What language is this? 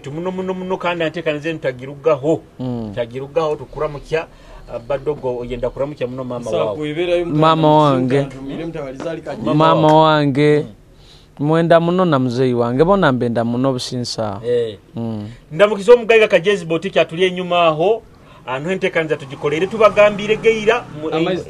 Nyoro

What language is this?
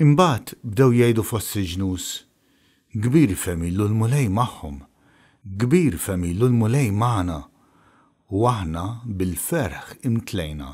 Maltese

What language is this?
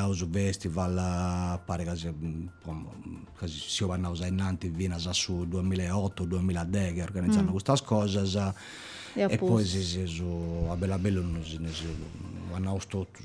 Sardinian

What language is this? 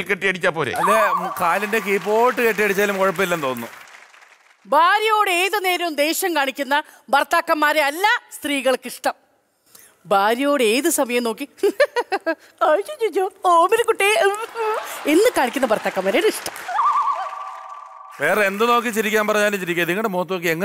Malayalam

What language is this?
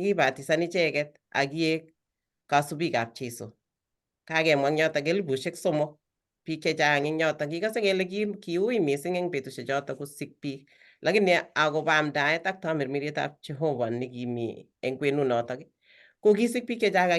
Kalenjin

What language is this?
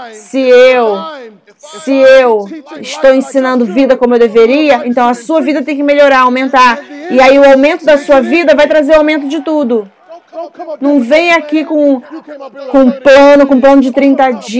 Portuguese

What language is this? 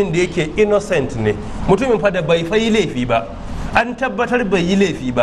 Hausa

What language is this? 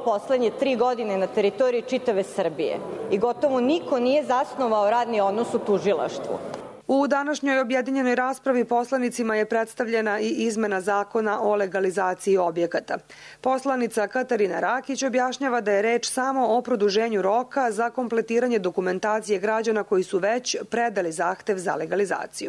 Serbian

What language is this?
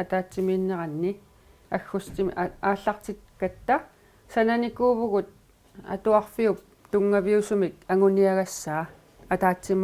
Kalaallisut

